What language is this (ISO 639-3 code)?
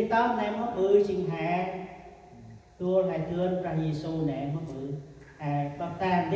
cmo